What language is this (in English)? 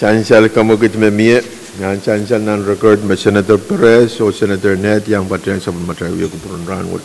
Pohnpeian